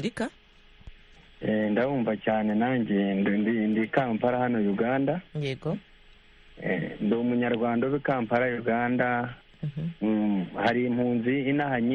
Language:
Kinyarwanda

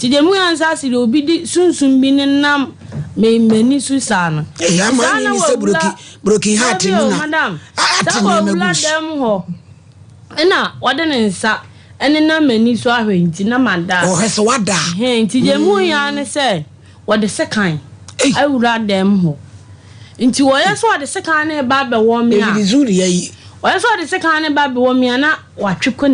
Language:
Akan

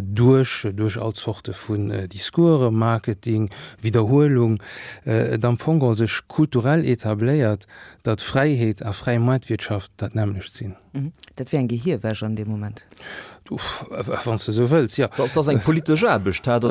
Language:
Luxembourgish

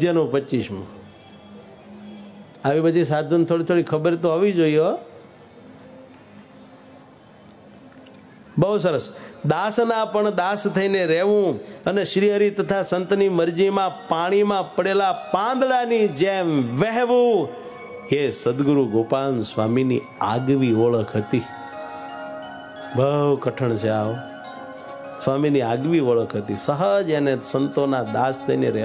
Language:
Gujarati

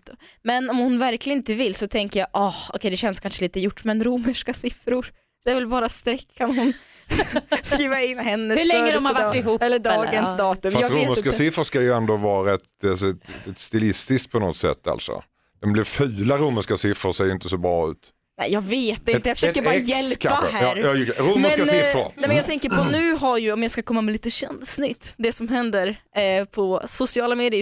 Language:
Swedish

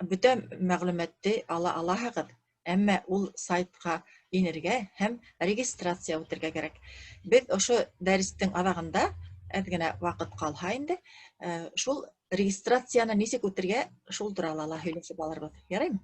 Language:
Bashkir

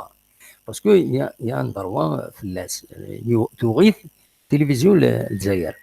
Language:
Kabyle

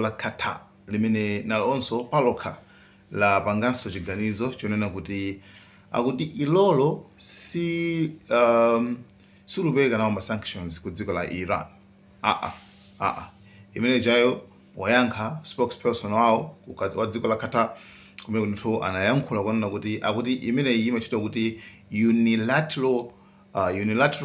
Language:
Nyanja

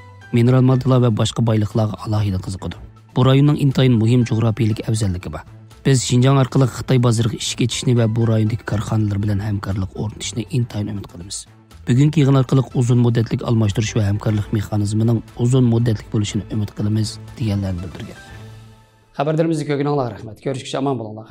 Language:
Uyghur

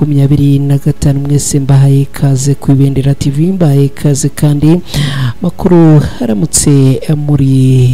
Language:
Kinyarwanda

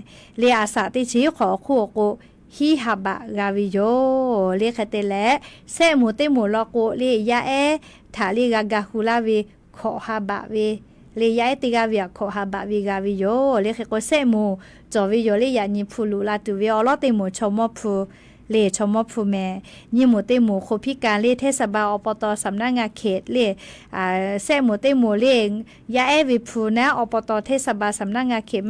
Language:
Lahu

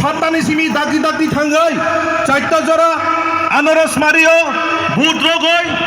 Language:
Kok Borok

